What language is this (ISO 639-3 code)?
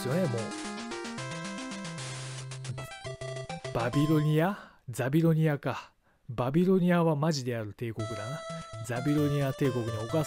jpn